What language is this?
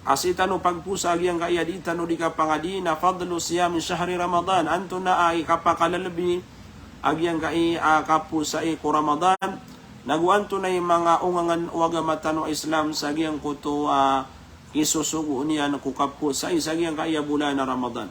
Maranao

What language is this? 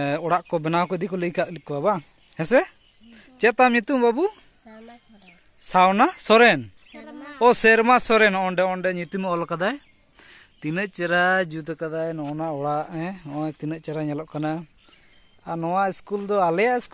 Santali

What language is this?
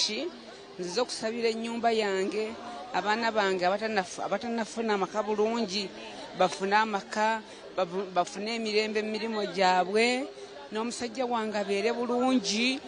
Nyankole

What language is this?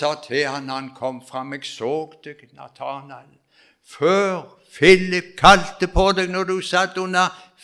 Norwegian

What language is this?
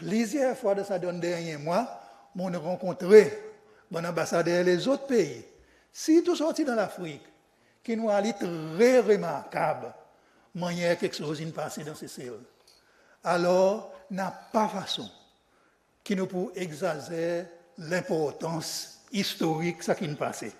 Seselwa Creole French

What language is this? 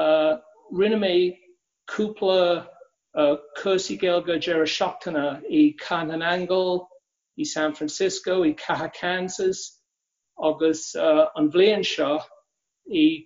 Irish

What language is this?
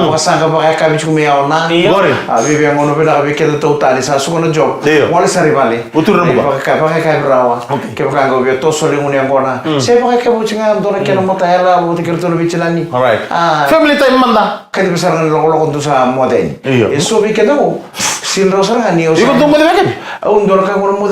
Fijian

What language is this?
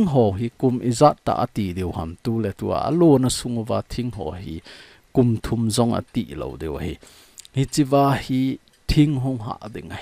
Thado Chin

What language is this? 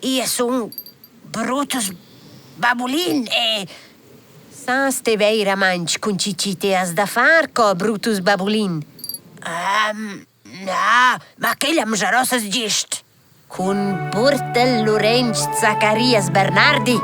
Romansh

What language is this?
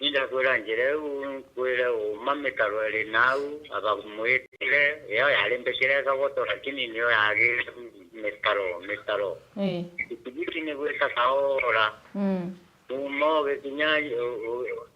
Meru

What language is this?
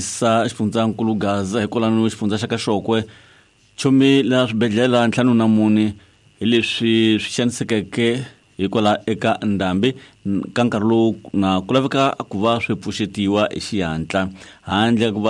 Tsonga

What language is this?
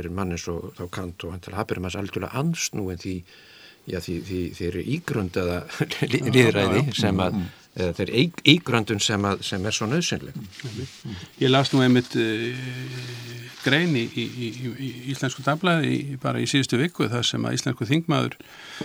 Icelandic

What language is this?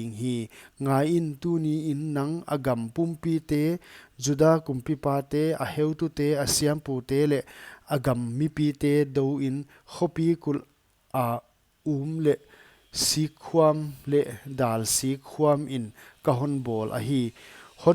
Paite Chin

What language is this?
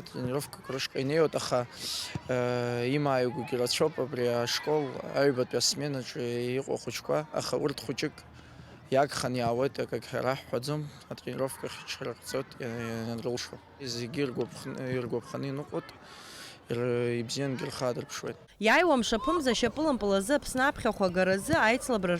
Abkhazian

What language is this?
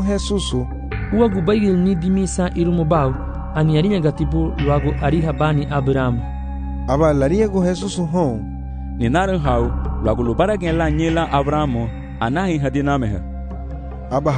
Garifuna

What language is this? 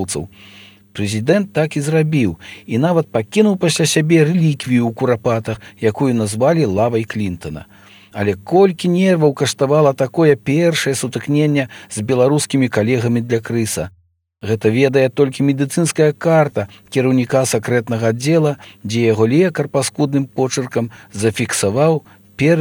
Belarusian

